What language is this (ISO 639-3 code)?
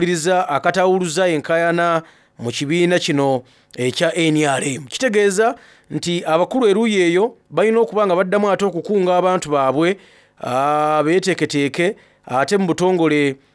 xog